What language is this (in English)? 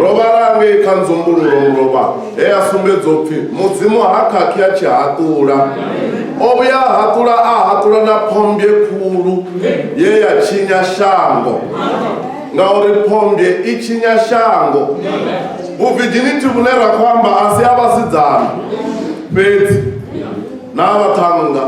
Venda